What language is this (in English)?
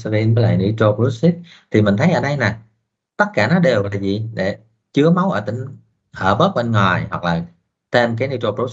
Vietnamese